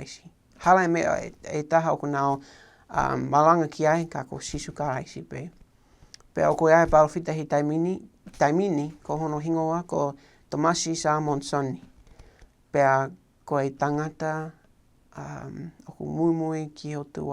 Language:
Tongan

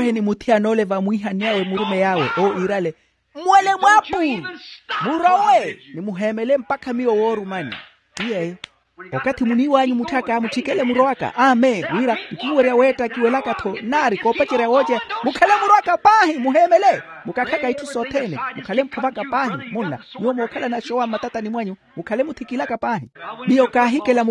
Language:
Makhuwa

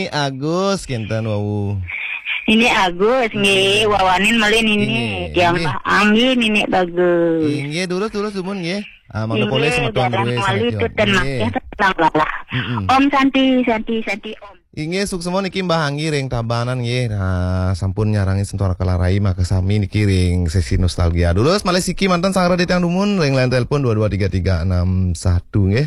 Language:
Balinese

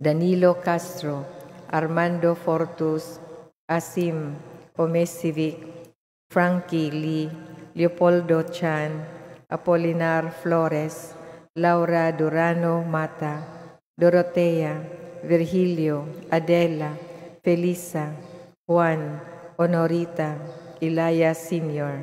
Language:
Cebuano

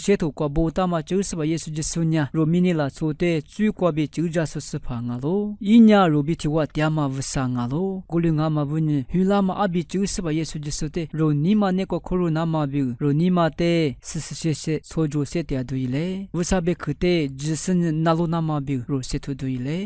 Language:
Lisu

